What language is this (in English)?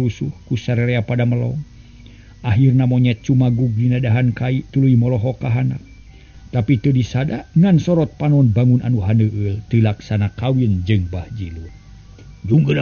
Sundanese